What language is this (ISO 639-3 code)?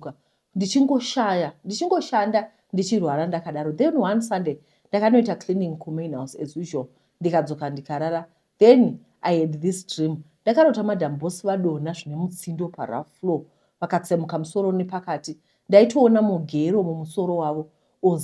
sna